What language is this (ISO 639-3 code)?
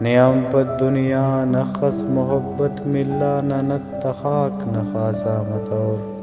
brh